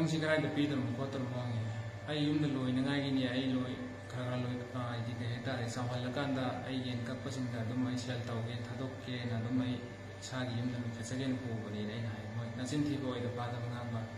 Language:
Manipuri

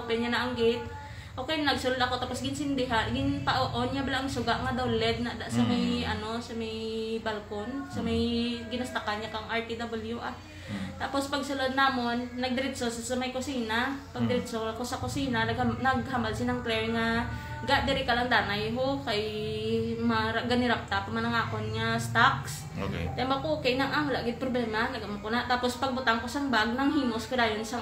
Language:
Hiligaynon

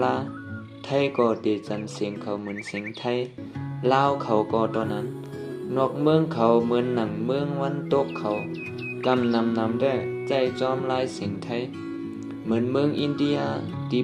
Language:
Shan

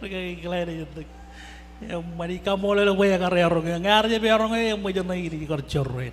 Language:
Marshallese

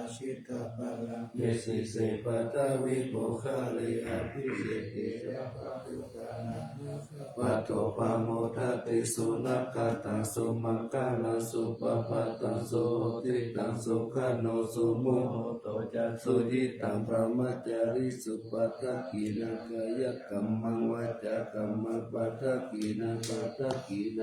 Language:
Pali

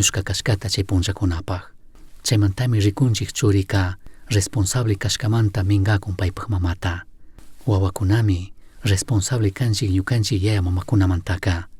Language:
Chimborazo Highland Quichua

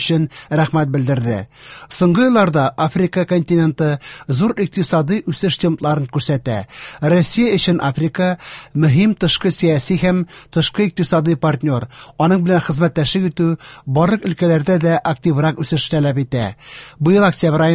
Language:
Tatar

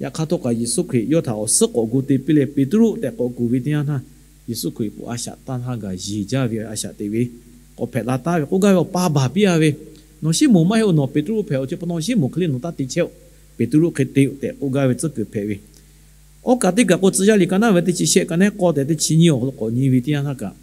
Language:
Lahu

